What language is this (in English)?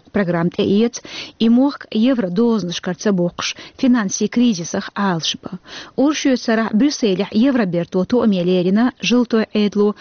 Chechen